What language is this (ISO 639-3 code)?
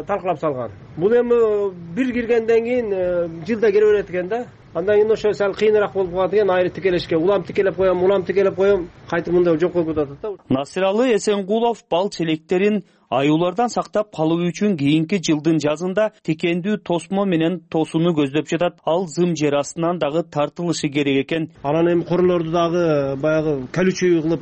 kir